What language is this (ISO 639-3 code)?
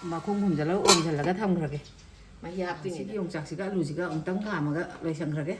mni